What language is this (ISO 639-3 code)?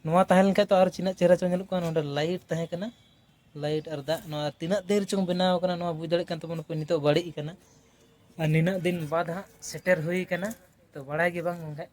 sat